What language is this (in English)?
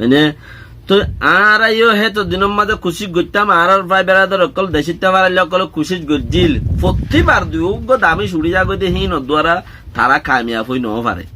Rohingya